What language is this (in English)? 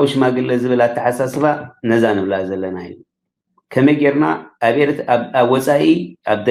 Tigrinya